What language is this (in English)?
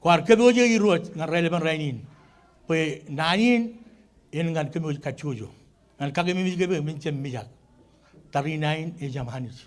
Marshallese